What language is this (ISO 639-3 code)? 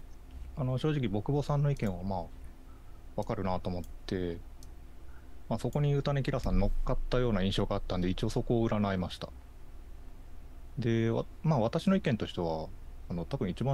jpn